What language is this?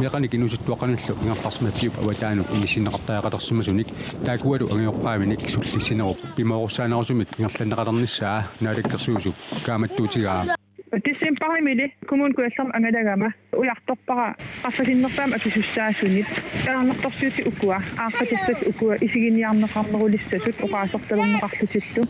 Kalaallisut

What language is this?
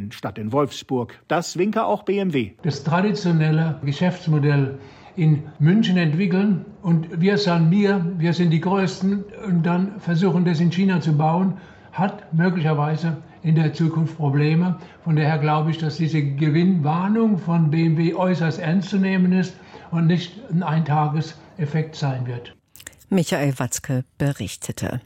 German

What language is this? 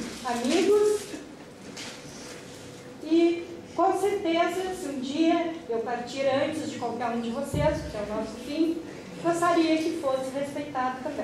Portuguese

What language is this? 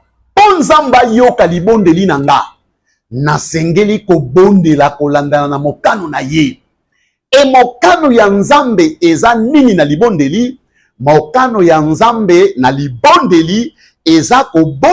Lingala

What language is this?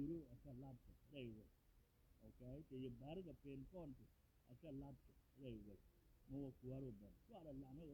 Nuer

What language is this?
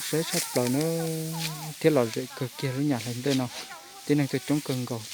Hmong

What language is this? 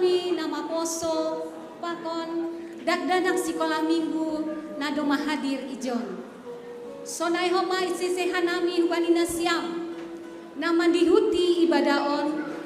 Batak Simalungun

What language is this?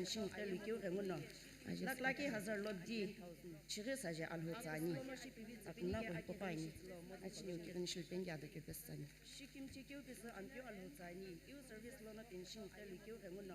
Sumi Naga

